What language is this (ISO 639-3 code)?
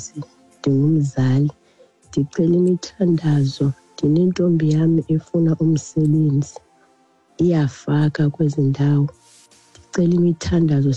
xho